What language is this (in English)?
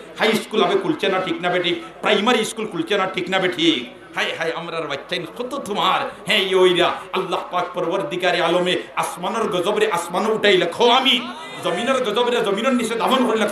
Sylheti